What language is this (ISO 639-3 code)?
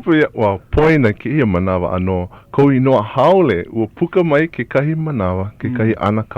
haw